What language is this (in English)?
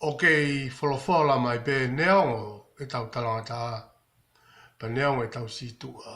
Tongan